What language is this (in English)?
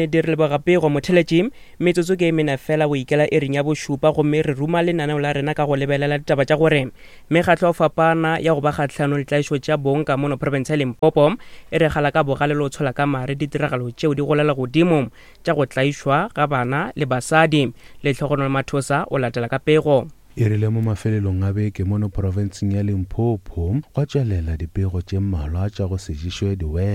Northern Sotho